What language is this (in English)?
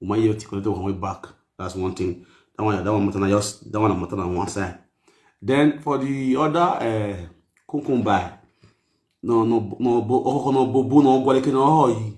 Nigerian Pidgin